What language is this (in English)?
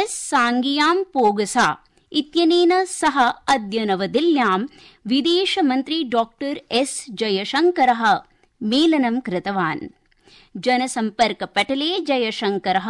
Sanskrit